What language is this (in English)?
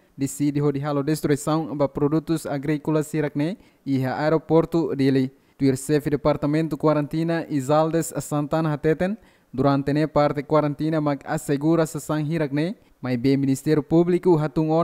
Tetum